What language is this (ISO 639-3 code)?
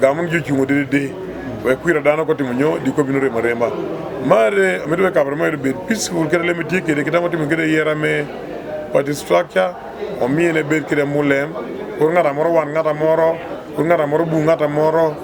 ach